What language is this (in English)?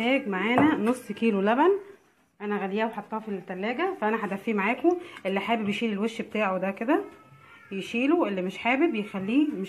Egyptian Arabic